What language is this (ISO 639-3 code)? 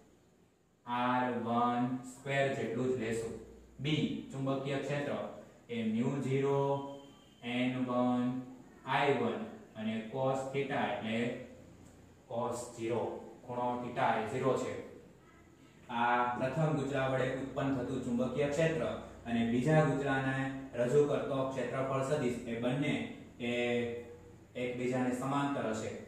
guj